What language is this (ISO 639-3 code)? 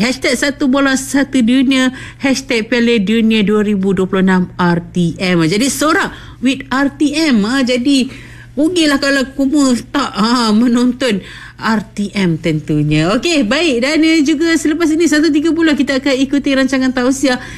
msa